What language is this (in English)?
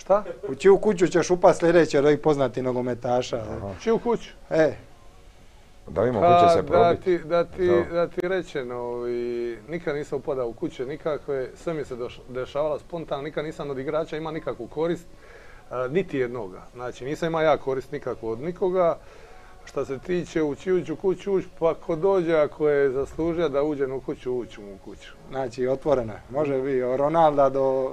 Croatian